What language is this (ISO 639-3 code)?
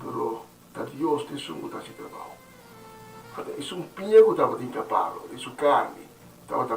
pap